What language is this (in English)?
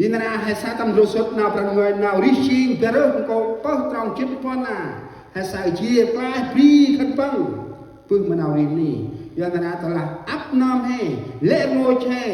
Central Mnong